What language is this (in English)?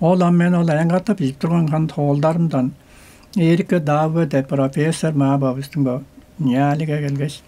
Tuvinian